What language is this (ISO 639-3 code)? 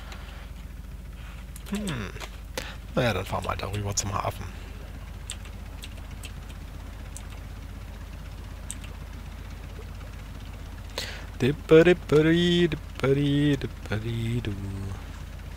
deu